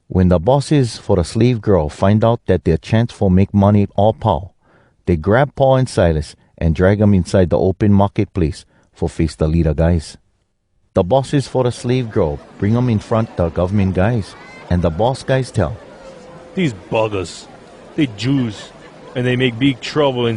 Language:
Hawai'i Creole English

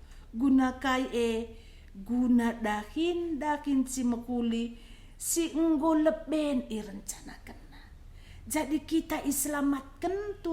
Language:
Batak Karo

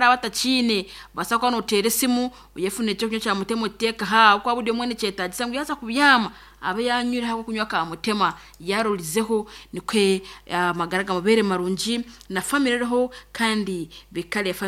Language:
Nyankole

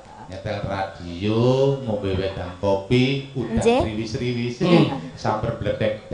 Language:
Javanese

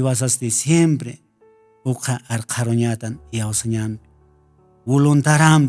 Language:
Aymara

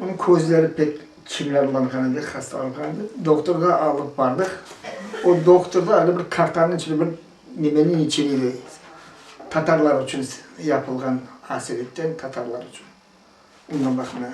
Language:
Crimean Tatar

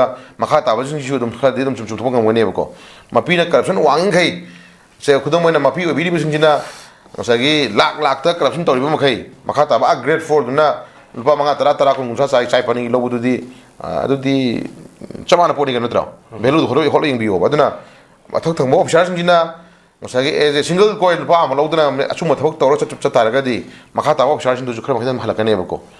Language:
Manipuri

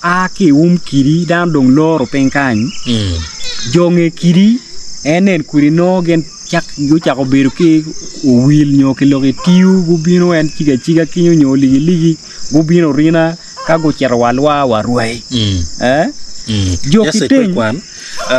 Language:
Acoli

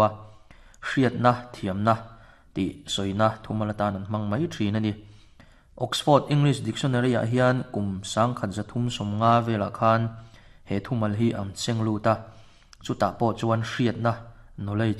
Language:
Mizo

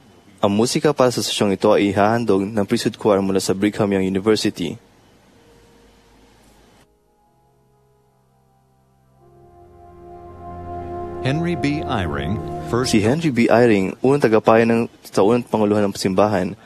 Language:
Filipino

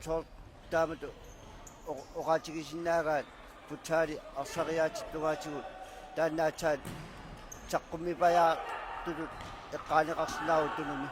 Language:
Kalaallisut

